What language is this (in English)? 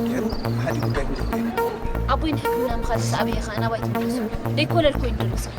Tigrinya